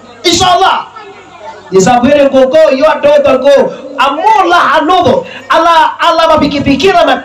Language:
Minangkabau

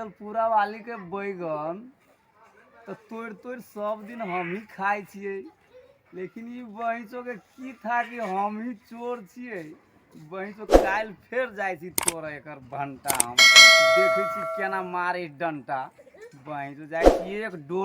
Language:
Maithili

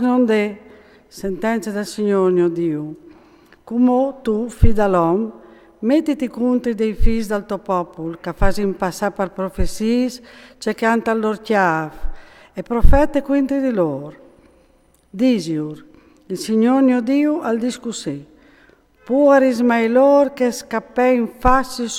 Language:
Friulian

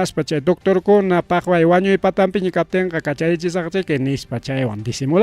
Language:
Ayacucho Quechua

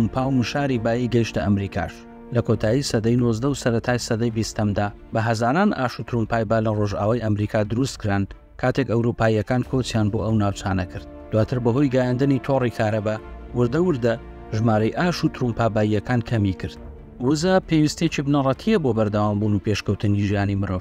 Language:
Central Kurdish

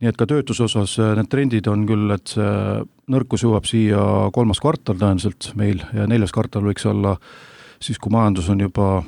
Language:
Estonian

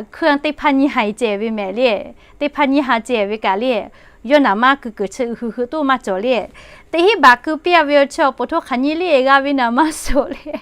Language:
Lahu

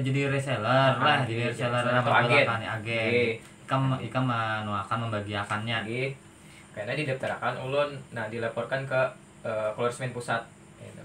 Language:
Banjar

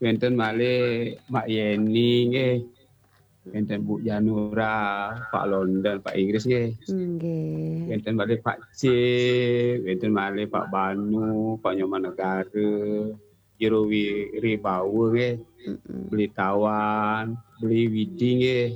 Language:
Balinese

